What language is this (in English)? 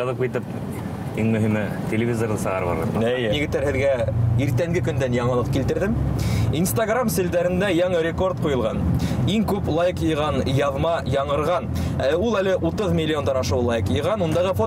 Bashkir